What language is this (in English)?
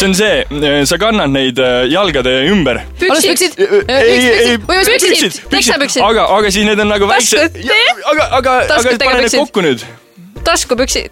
Estonian